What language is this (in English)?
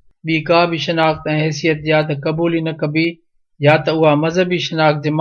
Sindhi